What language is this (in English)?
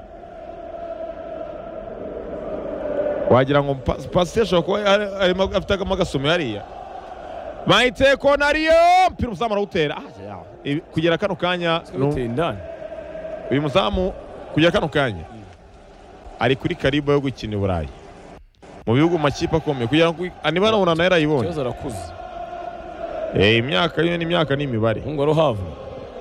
Kinyarwanda